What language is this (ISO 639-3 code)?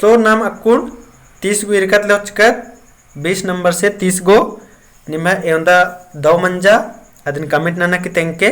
kru